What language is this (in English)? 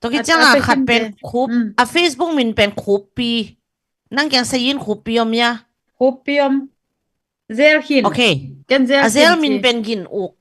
Tedim Chin